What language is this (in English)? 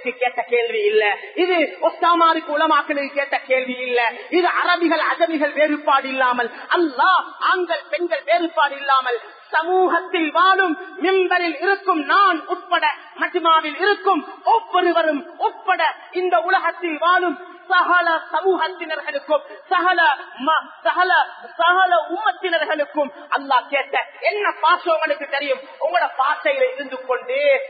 Tamil